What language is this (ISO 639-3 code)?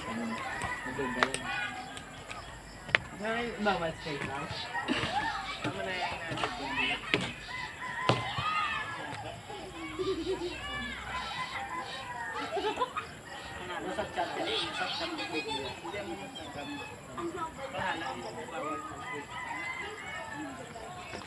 fil